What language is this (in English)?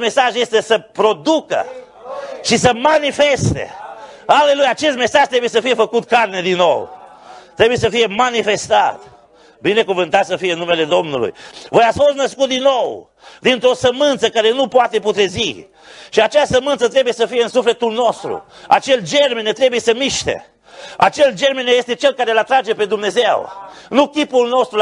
Romanian